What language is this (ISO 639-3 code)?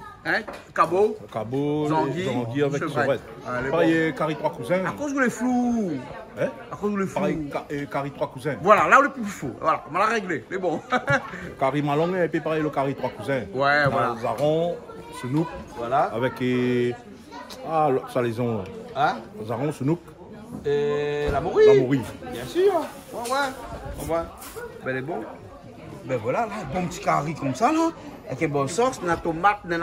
rcf